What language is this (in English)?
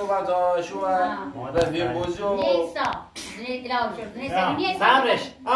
Persian